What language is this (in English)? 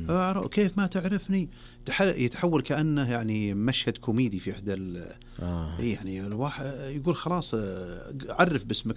Najdi Arabic